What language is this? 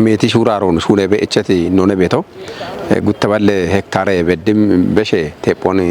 Kafa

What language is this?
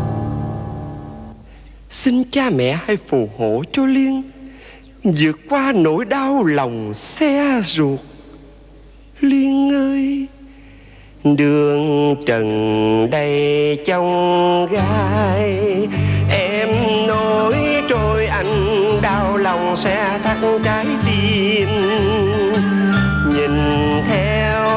Vietnamese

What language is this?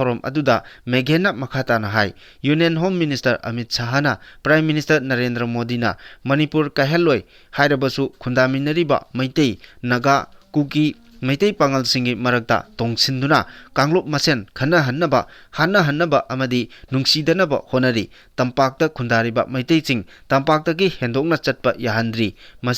Manipuri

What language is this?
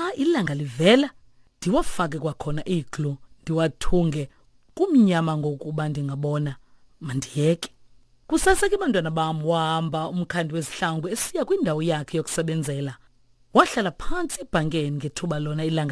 Xhosa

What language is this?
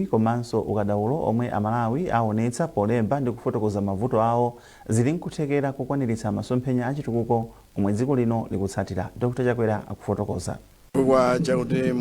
Nyanja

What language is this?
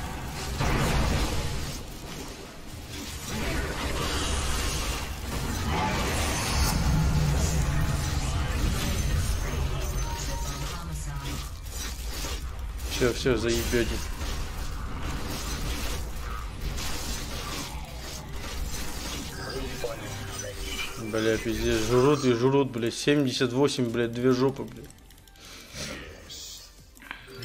Russian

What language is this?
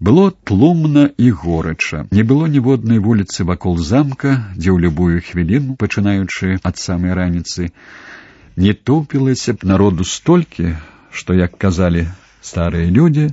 Belarusian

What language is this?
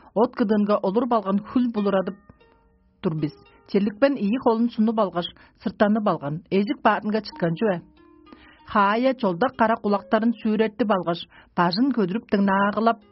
Tuvinian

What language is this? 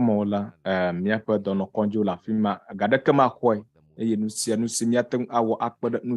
Ewe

